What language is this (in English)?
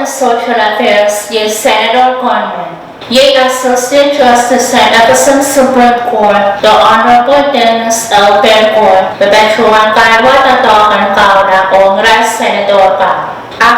Pohnpeian